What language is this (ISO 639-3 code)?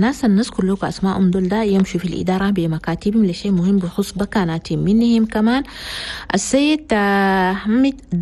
shu